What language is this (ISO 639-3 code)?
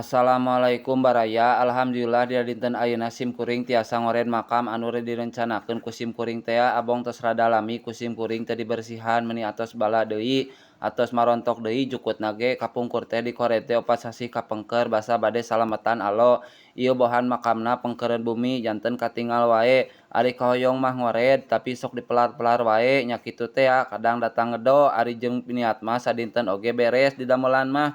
sun